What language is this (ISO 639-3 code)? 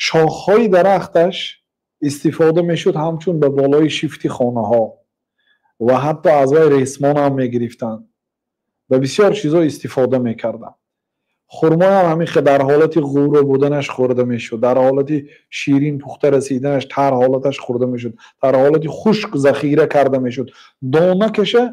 tgk